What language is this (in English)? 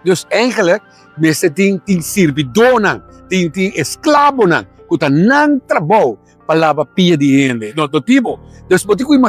Papiamento